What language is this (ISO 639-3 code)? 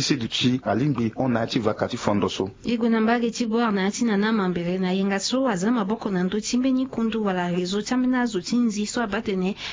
sag